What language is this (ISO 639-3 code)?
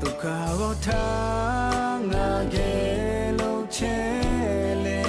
lhu